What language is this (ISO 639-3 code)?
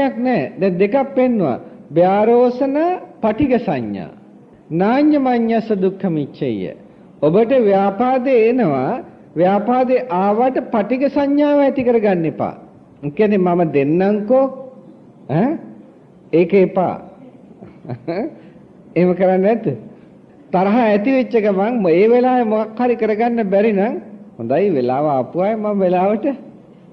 sin